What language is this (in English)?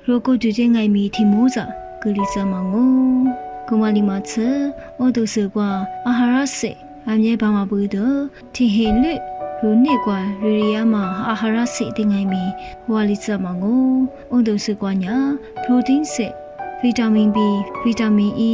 Lisu